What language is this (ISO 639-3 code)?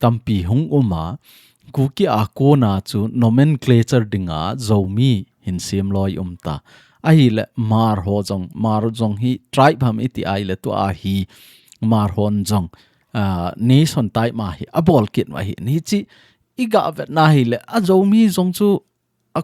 tcz